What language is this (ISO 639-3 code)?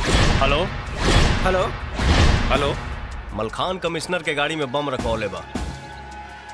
bho